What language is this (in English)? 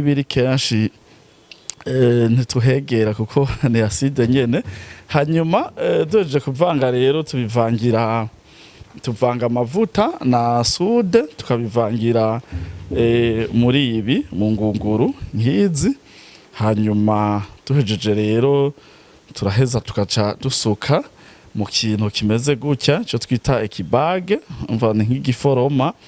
Rundi